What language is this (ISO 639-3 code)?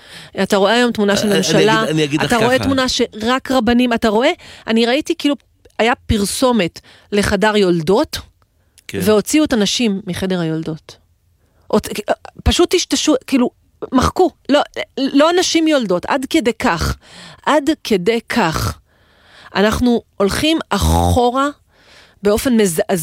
heb